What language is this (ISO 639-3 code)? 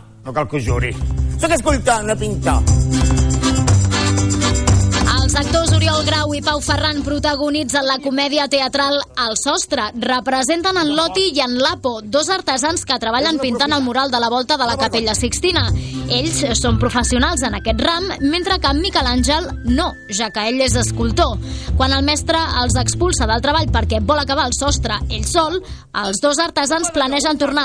cat